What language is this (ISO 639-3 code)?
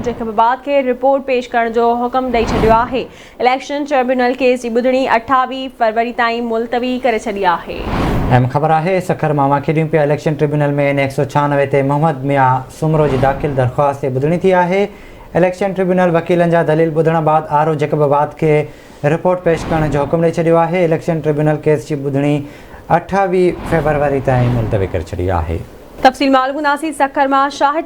snd